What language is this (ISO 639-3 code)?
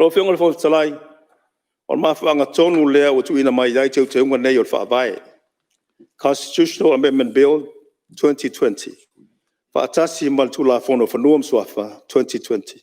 smo